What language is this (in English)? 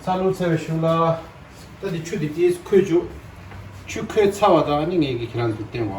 Tibetan